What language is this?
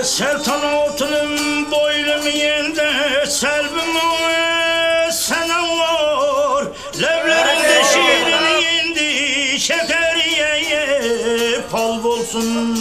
Kara-Kalpak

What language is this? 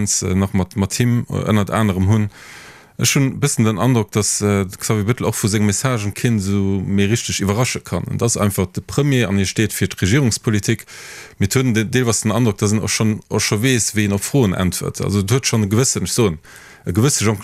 Luxembourgish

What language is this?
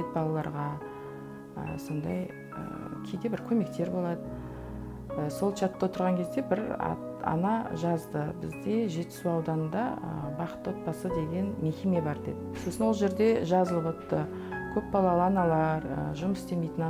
Kazakh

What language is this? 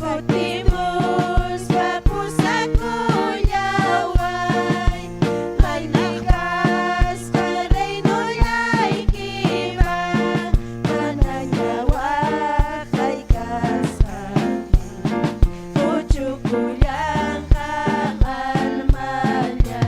Ayacucho Quechua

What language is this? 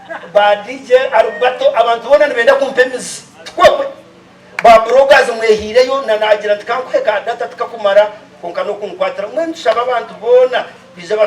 Nyankole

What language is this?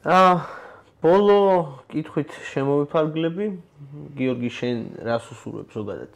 Georgian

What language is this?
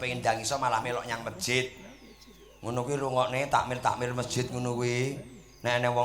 Javanese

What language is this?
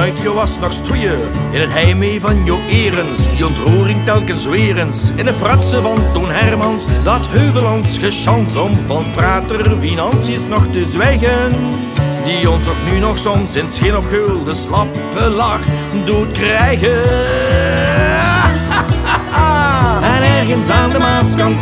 Dutch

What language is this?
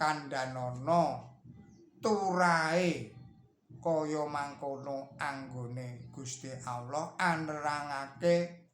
Javanese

